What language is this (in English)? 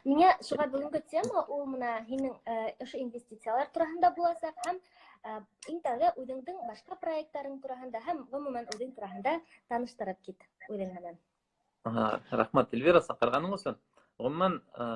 Bashkir